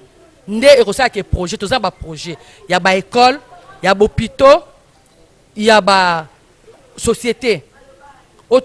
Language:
Lingala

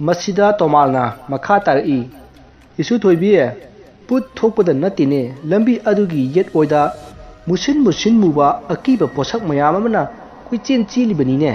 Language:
Manipuri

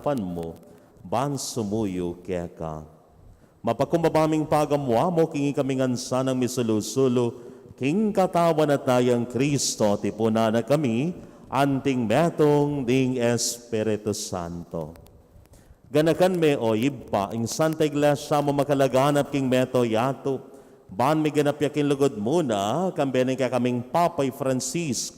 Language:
Pampanga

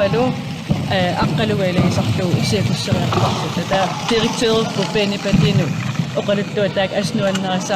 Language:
Kalaallisut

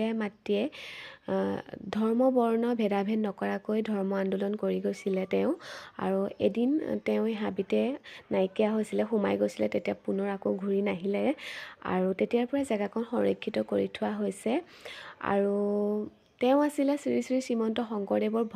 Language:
Assamese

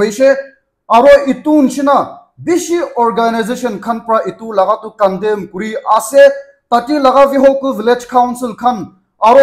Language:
Naga Pidgin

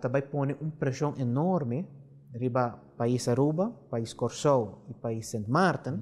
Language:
Papiamento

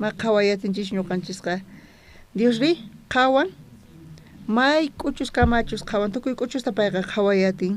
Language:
South Bolivian Quechua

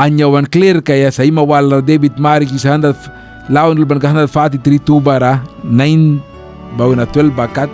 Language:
Mískito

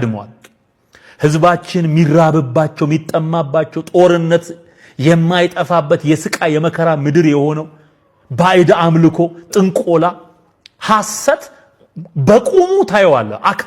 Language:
Amharic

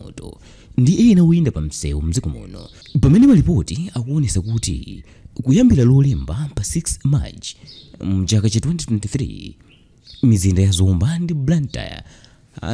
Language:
Nyanja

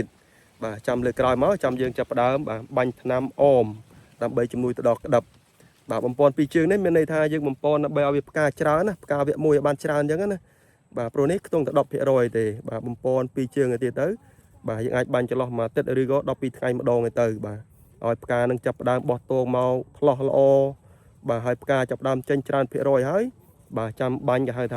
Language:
Khmer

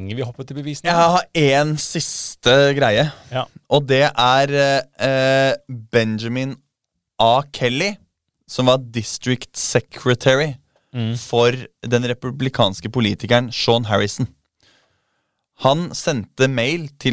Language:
Norwegian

